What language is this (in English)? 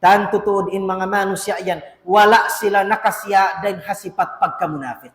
Tausug